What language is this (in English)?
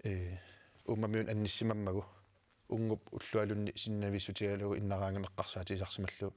Kalaallisut